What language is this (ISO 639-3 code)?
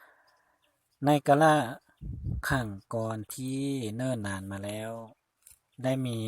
lao